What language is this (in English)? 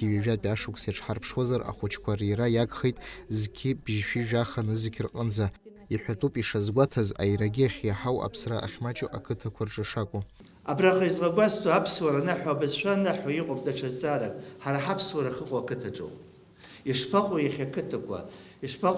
Abkhazian